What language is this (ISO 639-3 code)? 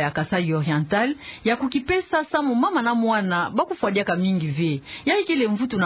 ktu